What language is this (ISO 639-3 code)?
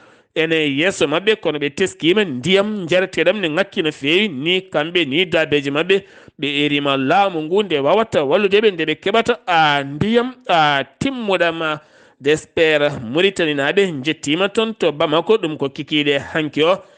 ful